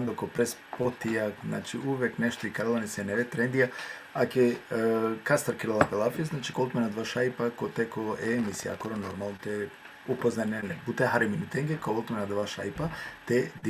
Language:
Balkan Romani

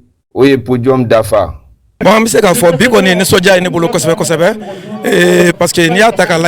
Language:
Bambara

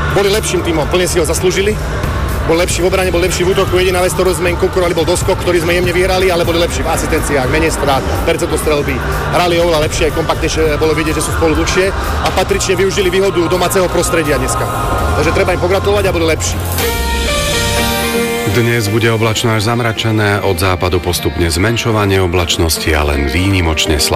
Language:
Slovak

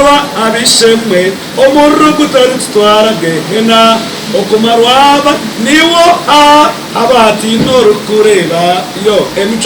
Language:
Nyankole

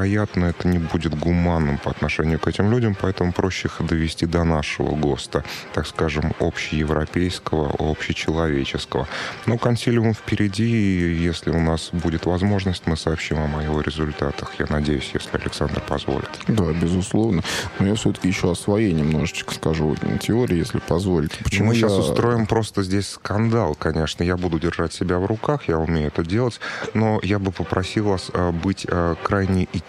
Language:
Russian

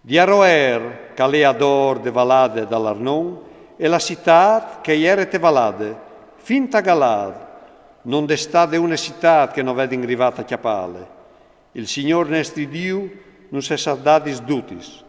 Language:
Friulian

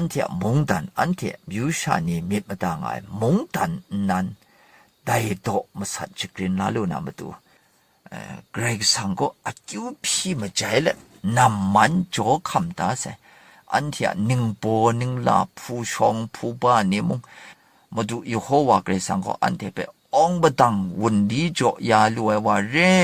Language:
Kachin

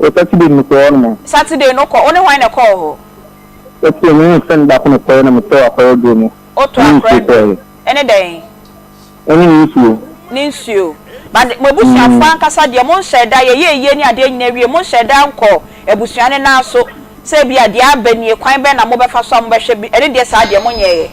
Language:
Akan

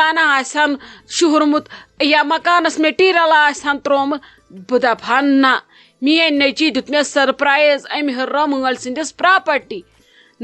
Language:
Kashmiri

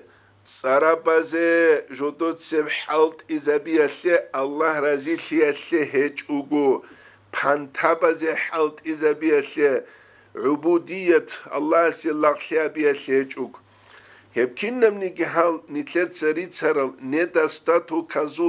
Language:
Avaric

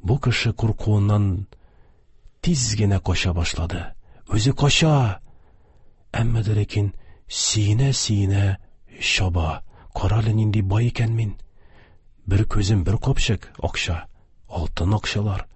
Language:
Tatar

